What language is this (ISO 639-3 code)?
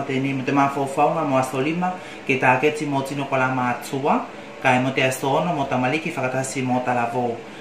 tvl